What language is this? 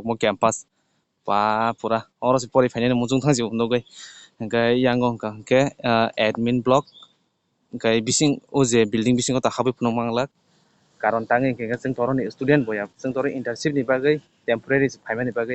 Kok Borok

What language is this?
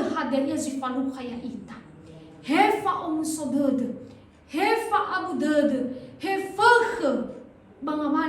Nias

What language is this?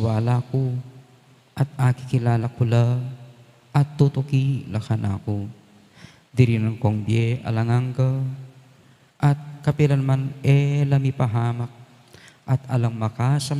Pampanga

